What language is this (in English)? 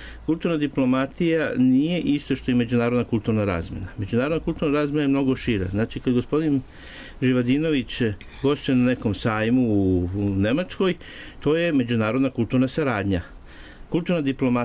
Serbian